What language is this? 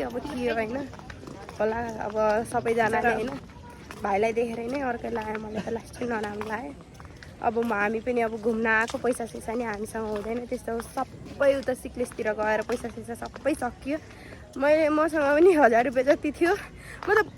Nepali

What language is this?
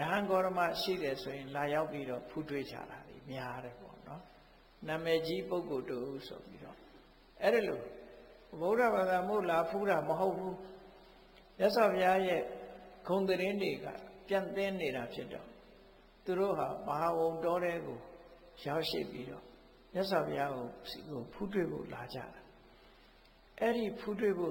Burmese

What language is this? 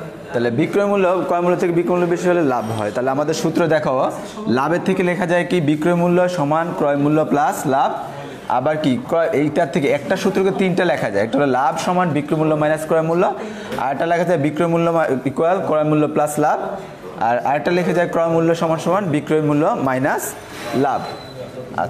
Bangla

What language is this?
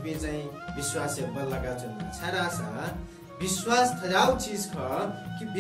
Newari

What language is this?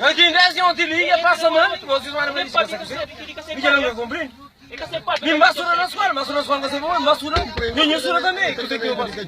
Kabuverdianu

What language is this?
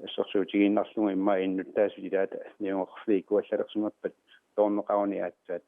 Kalaallisut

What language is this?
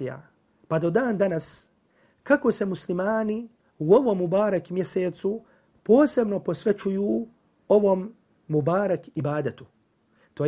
Bosnian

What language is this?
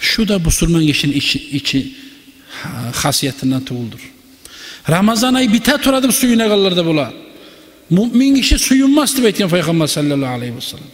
Kumyk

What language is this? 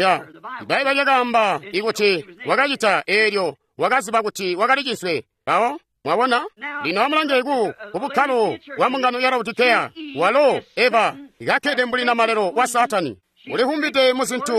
Tonga (Zambia)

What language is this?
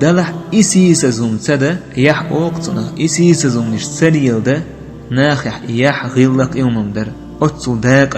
Chechen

